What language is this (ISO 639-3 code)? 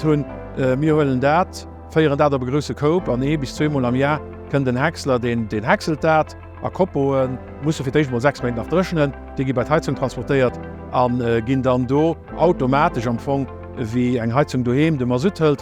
ltz